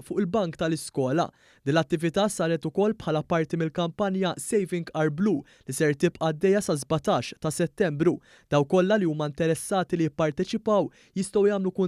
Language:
Maltese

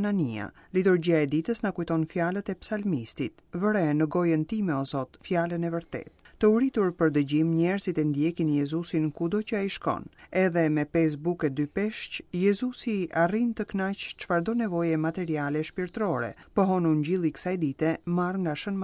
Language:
Albanian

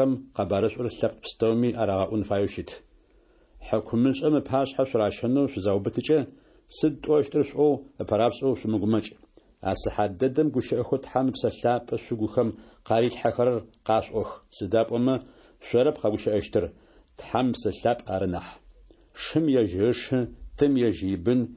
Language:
Adyghe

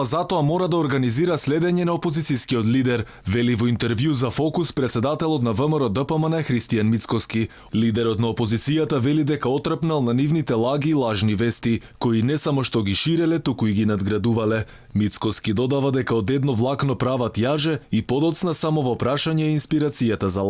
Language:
Macedonian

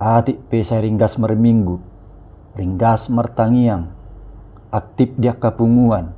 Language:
Batak Toba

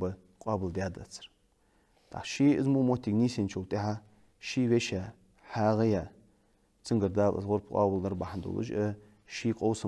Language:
Ingush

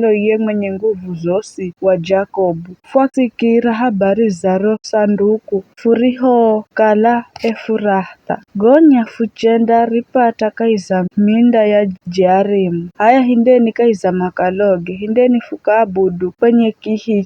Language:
Giryama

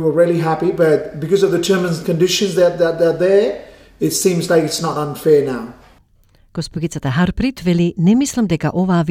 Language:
Macedonian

